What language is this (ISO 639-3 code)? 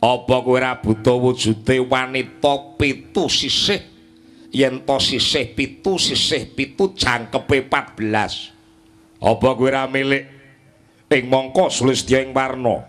jav